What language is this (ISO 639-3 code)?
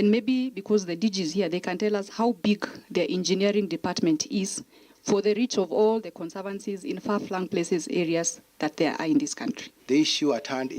kam